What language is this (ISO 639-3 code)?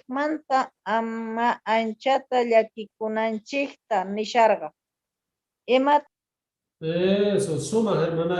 quh